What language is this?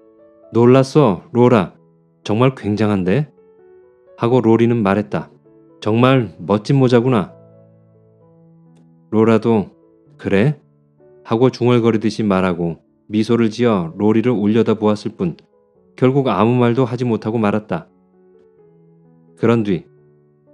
Korean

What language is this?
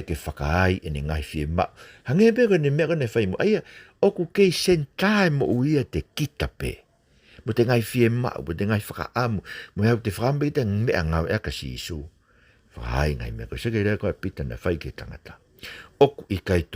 Tongan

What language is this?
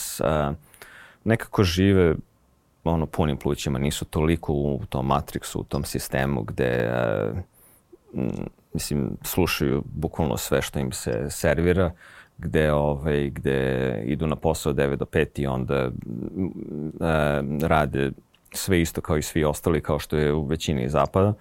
Serbian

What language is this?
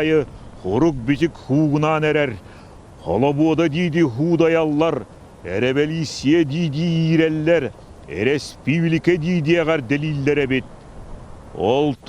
Yakut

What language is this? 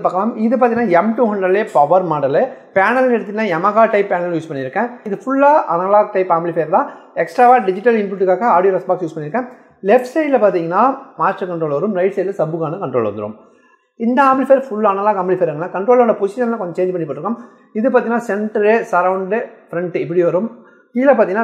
Tamil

